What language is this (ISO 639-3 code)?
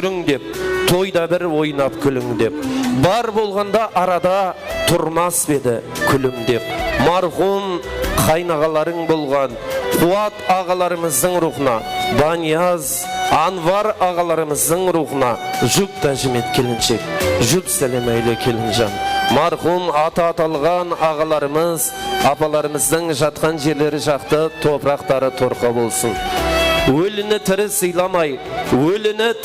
kaa